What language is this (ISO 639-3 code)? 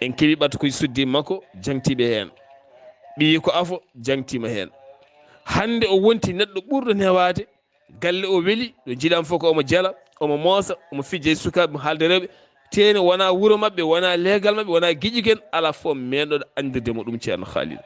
ful